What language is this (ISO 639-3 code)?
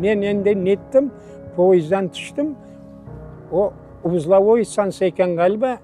crh